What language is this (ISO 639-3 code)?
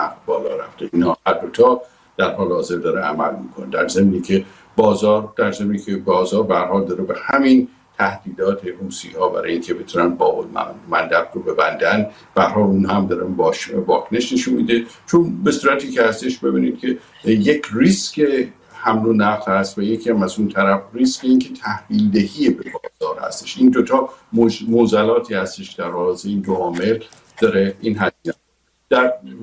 fas